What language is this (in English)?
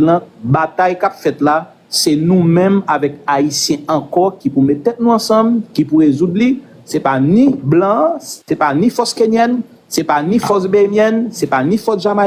Haitian Creole